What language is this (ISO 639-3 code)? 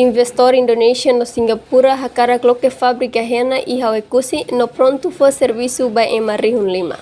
tet